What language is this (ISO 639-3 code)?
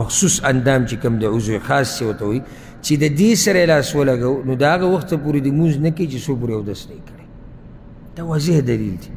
pus